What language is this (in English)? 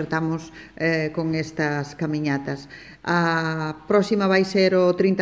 Galician